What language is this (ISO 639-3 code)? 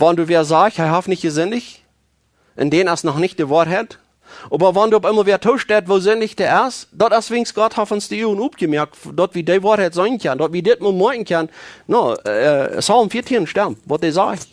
pdt